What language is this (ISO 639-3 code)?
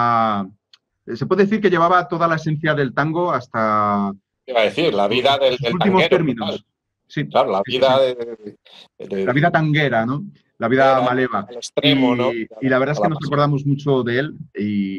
spa